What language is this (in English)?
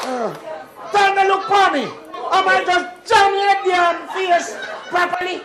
Jamaican Creole English